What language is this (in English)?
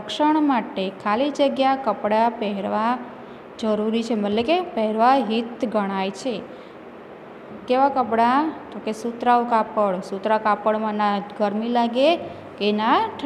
Gujarati